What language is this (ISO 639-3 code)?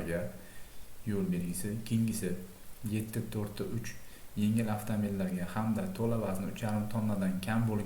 uzb